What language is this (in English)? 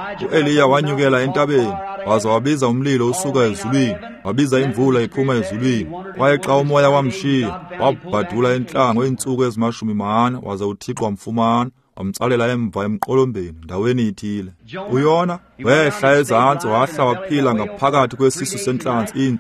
Xhosa